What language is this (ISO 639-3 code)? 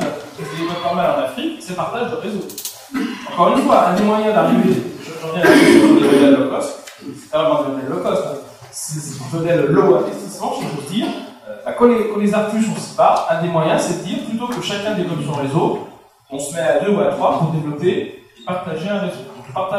fra